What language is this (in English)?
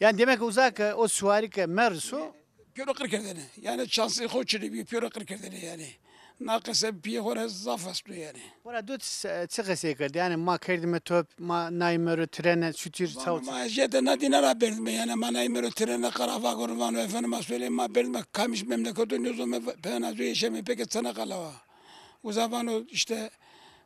Zaza